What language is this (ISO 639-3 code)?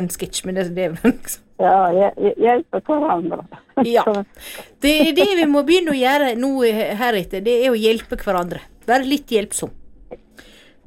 nor